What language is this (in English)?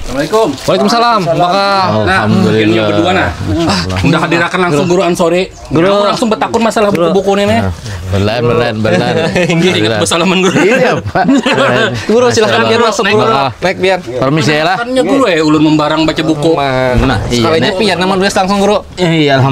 Banjar